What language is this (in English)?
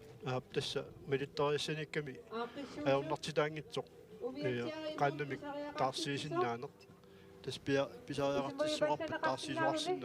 Kalaallisut